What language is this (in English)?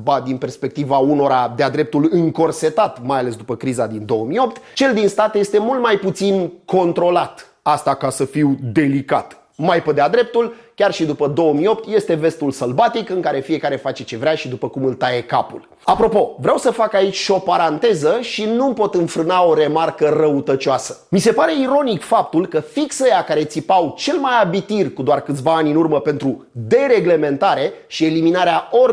Romanian